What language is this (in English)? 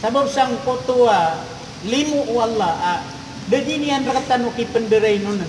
Maranao